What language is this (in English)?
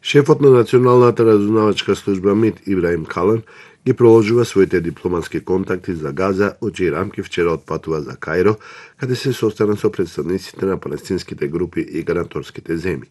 Macedonian